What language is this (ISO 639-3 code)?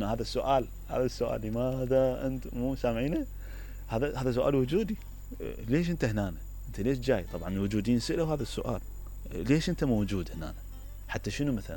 acm